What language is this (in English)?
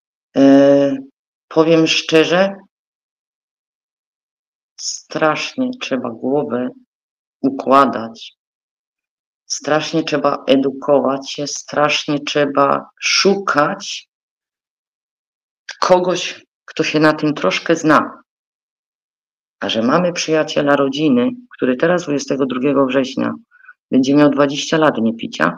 Polish